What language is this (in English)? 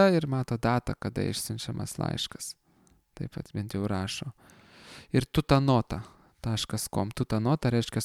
Lithuanian